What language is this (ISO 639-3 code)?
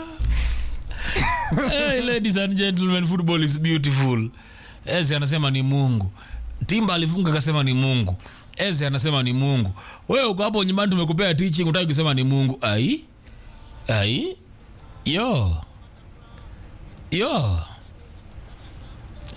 swa